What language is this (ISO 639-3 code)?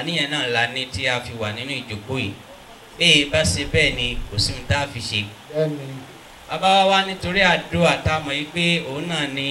yor